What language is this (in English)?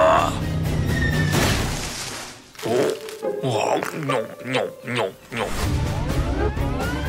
Indonesian